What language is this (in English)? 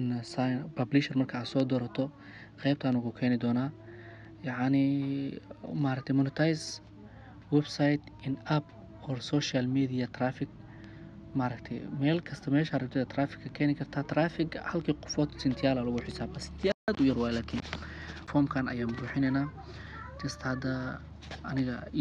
Somali